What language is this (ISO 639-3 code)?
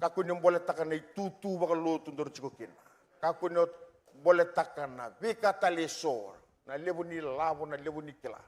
fij